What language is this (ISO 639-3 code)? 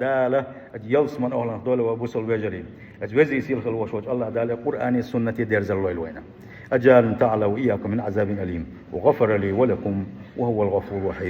che